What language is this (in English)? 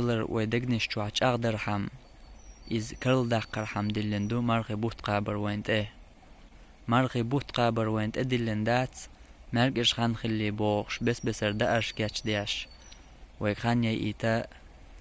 Chechen